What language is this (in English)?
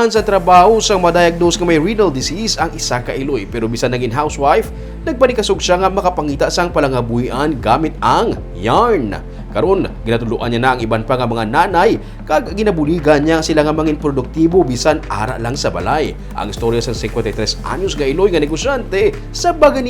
Hiligaynon